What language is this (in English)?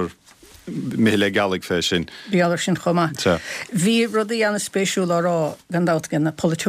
Irish